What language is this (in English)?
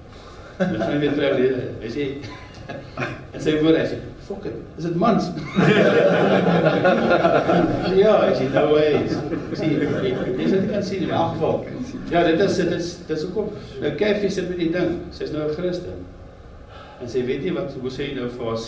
Afrikaans